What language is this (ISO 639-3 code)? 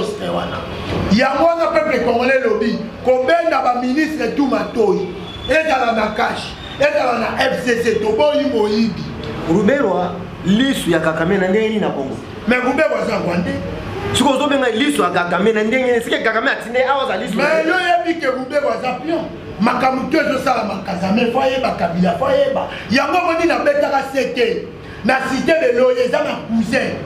lin